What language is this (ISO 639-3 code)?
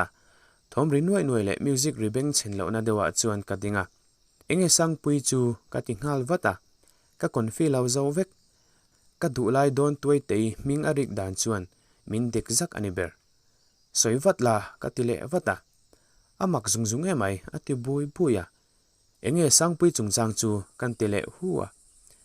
lus